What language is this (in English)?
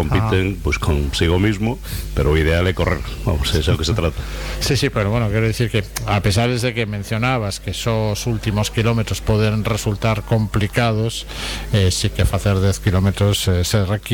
Galician